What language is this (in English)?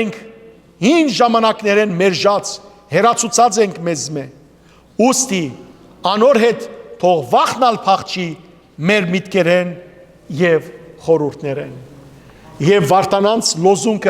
Western Armenian